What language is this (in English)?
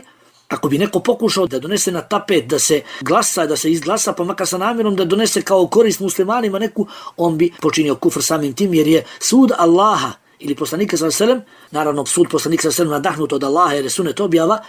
Bosnian